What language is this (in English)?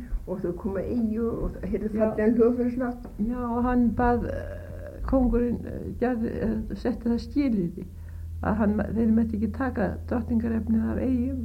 Icelandic